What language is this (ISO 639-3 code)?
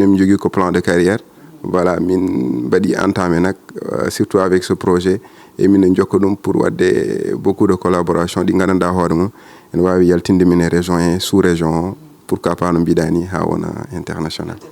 ful